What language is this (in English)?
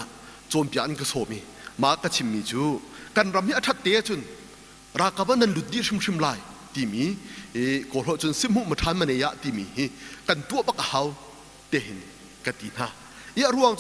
Hakha Chin